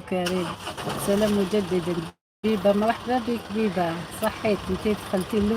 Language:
Algerian Arabic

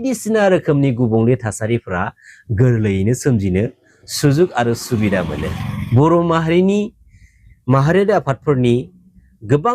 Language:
Bodo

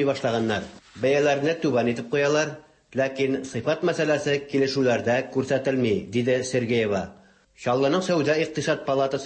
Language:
Tatar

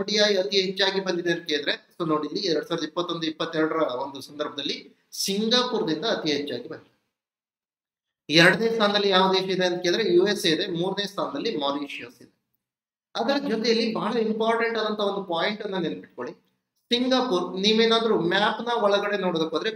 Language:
Kannada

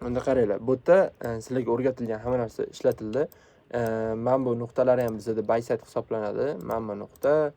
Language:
Uzbek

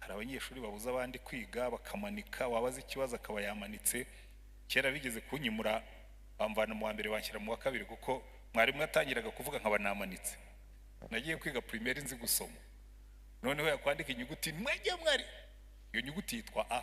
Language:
Kinyarwanda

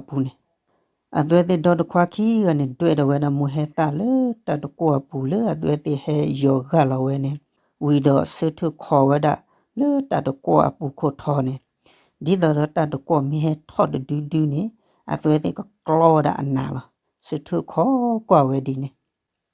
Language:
S'gaw Karen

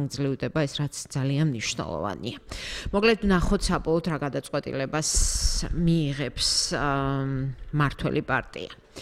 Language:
Georgian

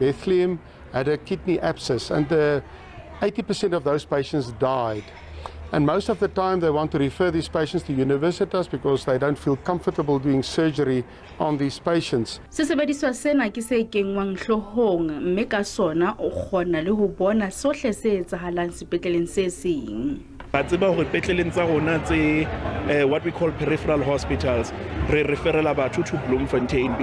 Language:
Southern Sotho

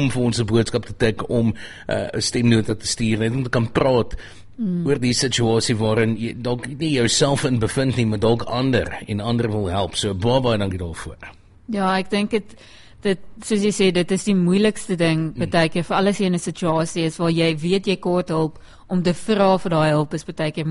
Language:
Afrikaans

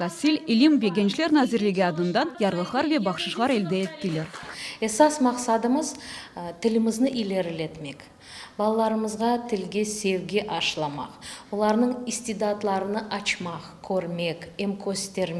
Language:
Crimean Tatar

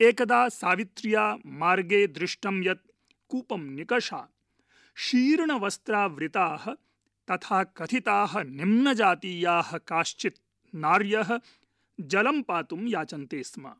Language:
Sanskrit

